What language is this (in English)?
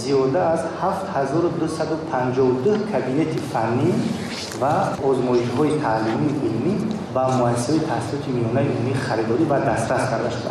Tajik